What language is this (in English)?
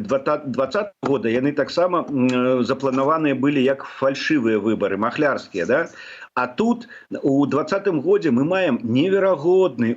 Belarusian